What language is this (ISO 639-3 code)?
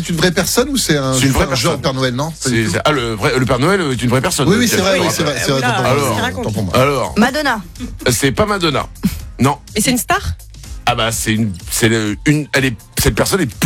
fra